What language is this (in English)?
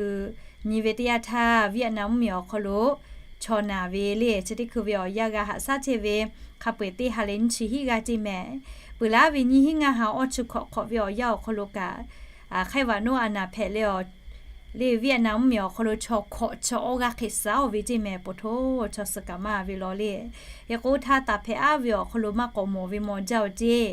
Lahu